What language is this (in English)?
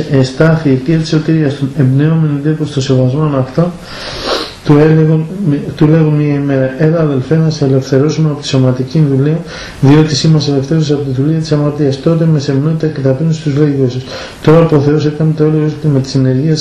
Greek